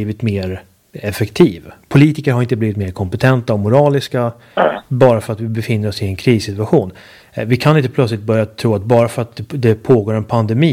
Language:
Swedish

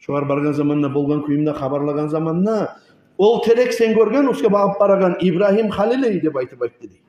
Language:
Kumyk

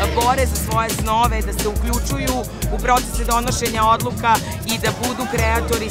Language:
Serbian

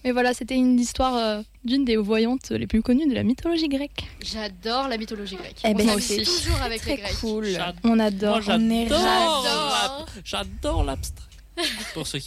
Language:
French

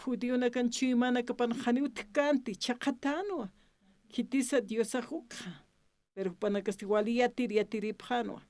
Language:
Aymara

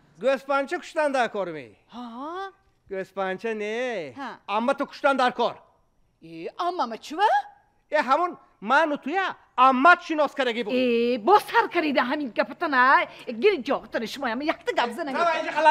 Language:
Tajik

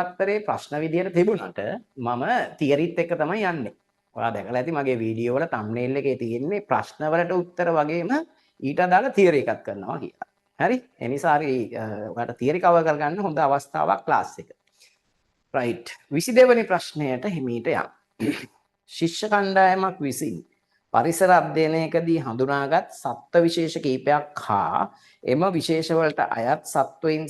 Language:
Sinhala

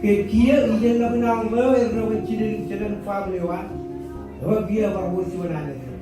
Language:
Marshallese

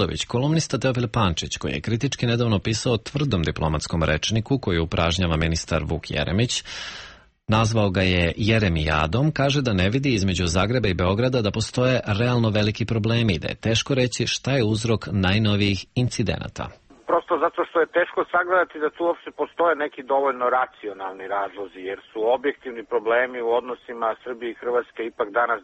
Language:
Serbian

